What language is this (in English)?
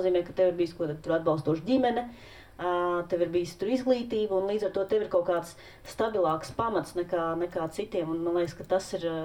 Latvian